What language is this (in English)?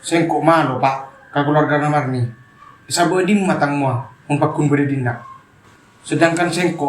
Madurese